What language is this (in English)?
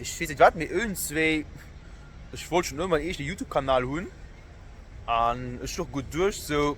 Luxembourgish